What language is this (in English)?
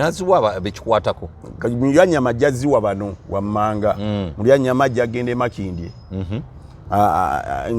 Ganda